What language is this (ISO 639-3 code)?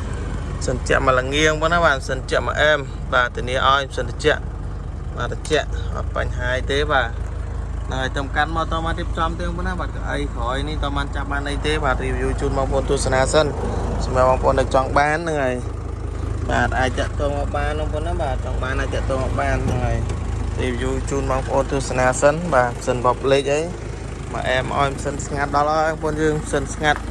khm